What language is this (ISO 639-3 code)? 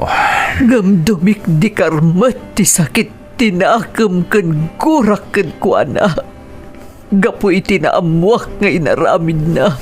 ilo